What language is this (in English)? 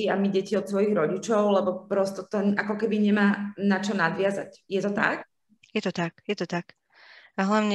Slovak